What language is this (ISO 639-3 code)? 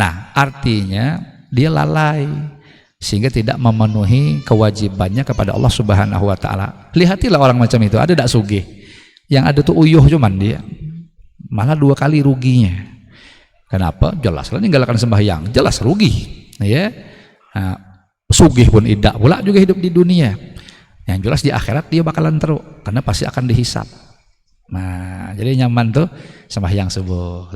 bjn